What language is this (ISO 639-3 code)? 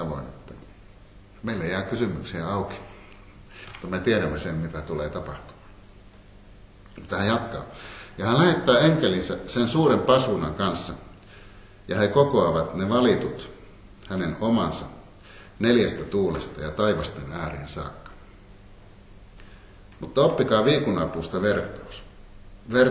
fin